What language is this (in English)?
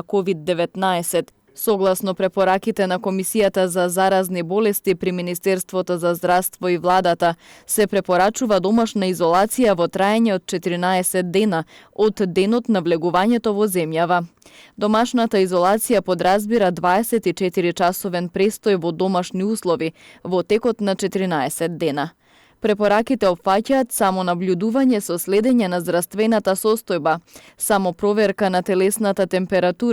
Macedonian